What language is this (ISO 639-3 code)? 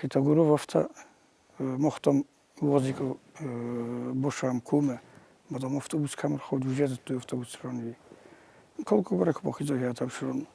oss